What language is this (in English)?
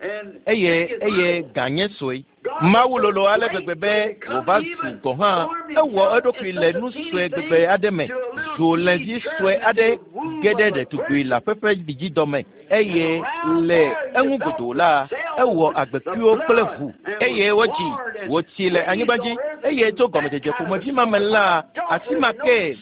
Ewe